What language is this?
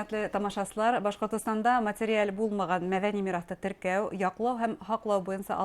Bashkir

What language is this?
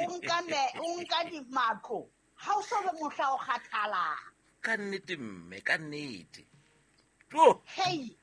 Southern Sotho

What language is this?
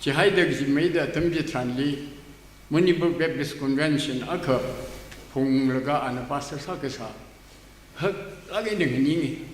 Tangkhul Naga (India)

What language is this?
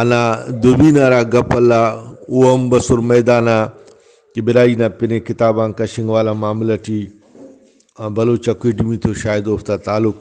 Brahui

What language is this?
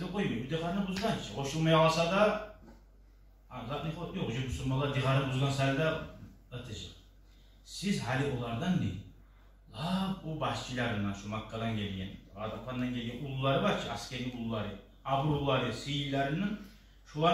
Kumyk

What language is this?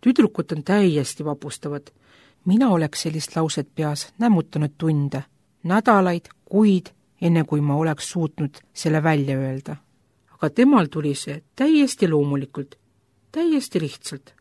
Estonian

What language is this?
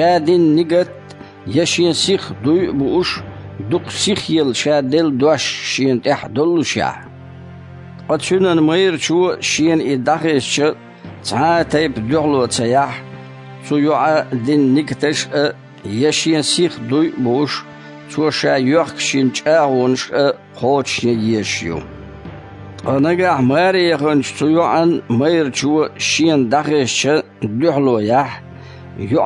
Chechen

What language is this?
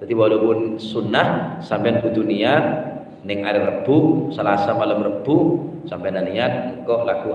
Madurese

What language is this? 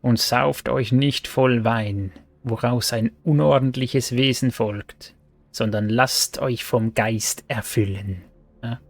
Swiss German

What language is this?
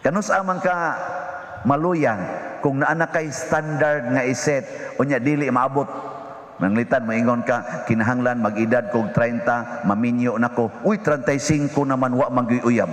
Cebuano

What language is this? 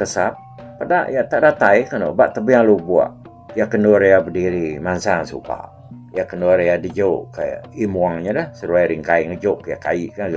Iban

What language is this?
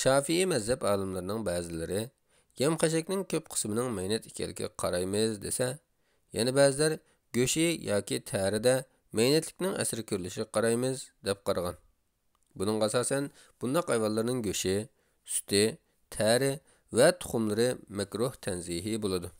Uyghur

